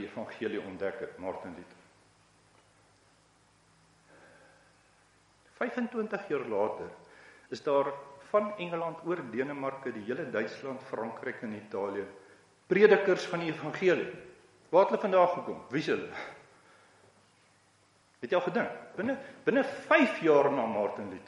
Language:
Afrikaans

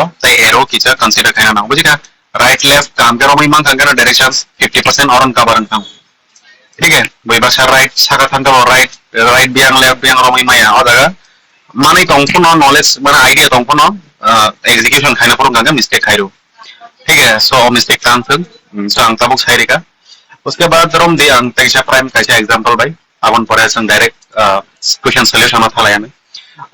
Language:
Kok Borok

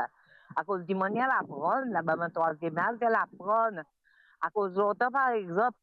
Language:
Morisyen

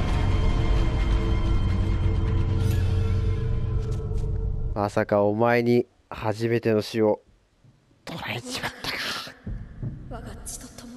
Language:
Japanese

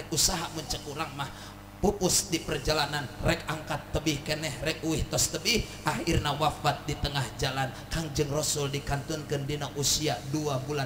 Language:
Sundanese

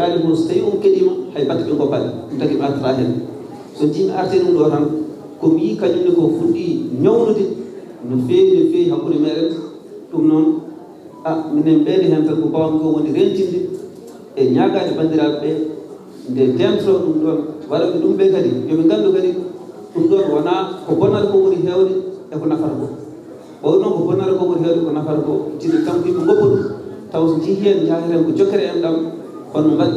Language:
Fula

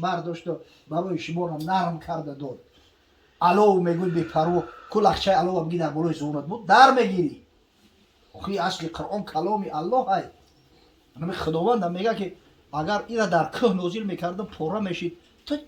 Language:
Tajik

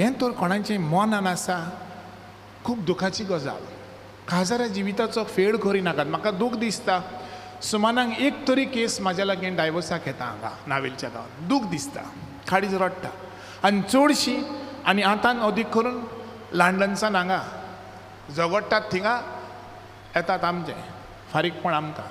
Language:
Konkani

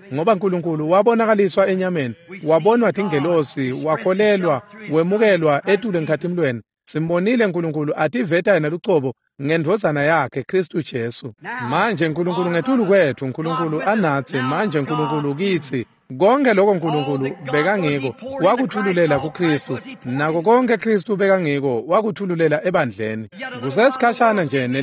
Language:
Swati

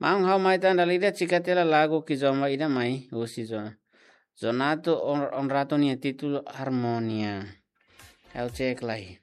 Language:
Tetum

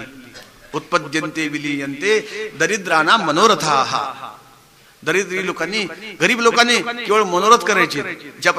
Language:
Marathi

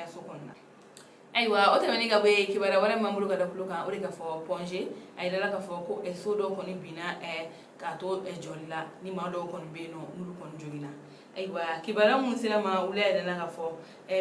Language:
Bambara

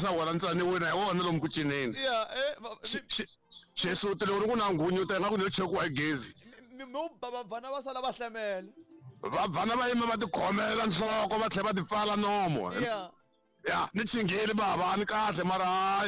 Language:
Tsonga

